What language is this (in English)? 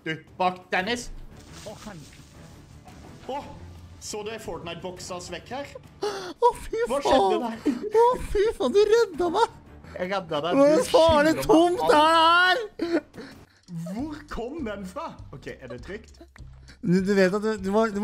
Norwegian